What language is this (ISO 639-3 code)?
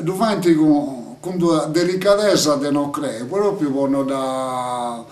srd